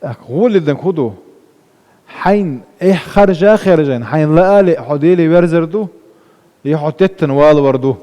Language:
Chechen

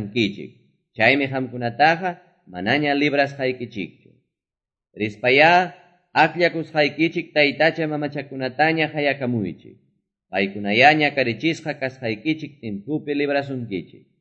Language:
Quechua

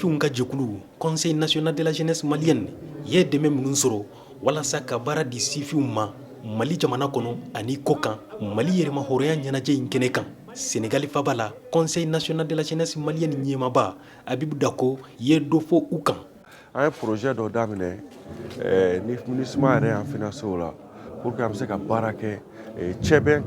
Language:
Bambara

